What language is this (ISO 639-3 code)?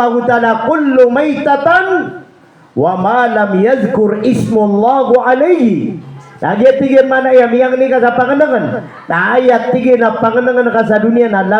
mrw